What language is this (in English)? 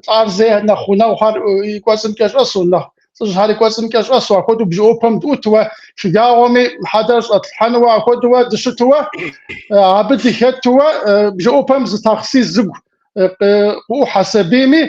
Kabardian